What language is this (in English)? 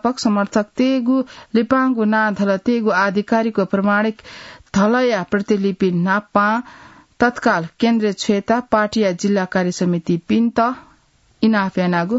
Newari